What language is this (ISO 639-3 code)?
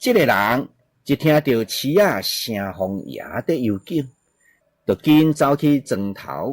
nan